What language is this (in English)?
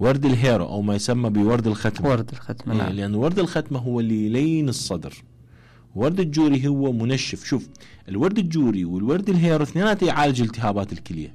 Mesopotamian Arabic